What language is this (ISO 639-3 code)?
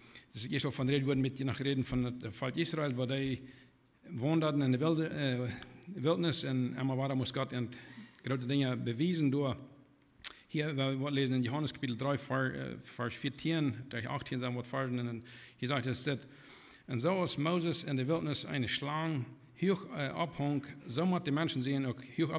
pdt